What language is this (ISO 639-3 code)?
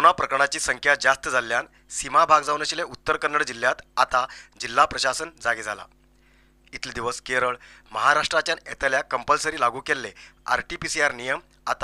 kok